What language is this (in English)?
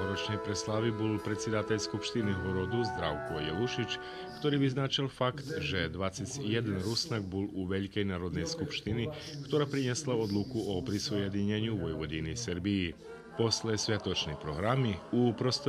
Rusyn